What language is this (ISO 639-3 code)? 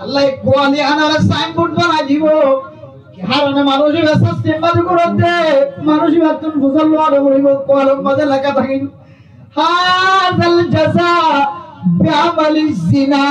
rhg